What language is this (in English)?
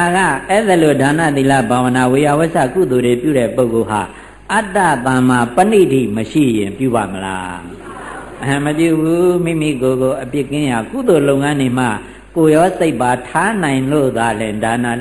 Burmese